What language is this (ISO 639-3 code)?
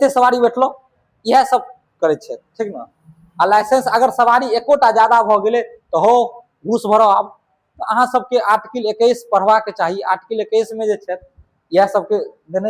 mai